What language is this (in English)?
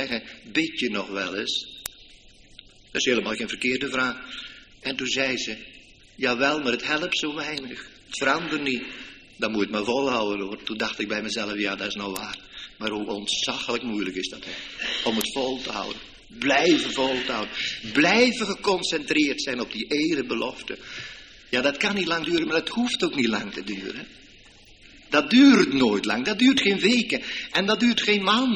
Dutch